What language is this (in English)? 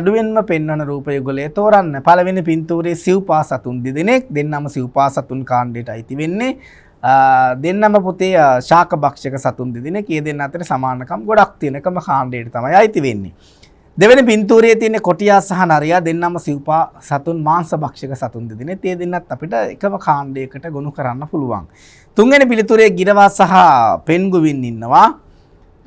Sinhala